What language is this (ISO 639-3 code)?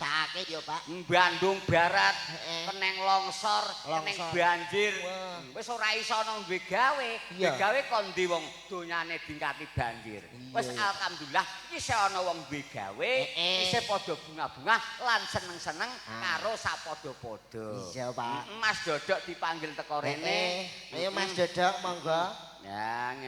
jav